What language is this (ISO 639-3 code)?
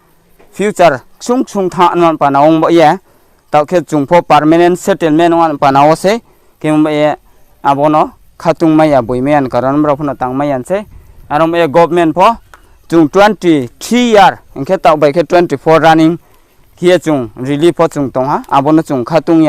ria